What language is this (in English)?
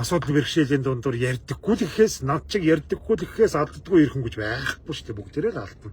Mongolian